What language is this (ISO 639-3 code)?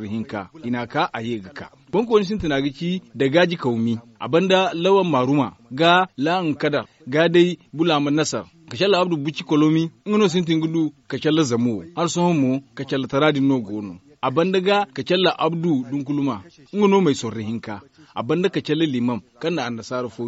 dje